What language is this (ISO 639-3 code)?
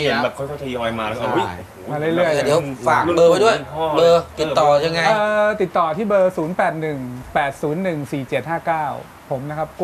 tha